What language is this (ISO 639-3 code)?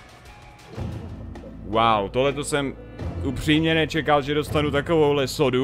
ces